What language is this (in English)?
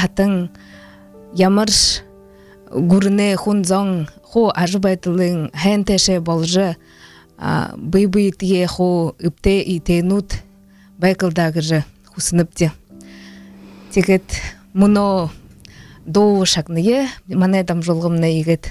Buriat